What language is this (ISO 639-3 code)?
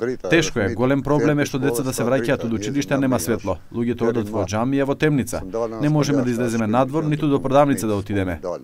mkd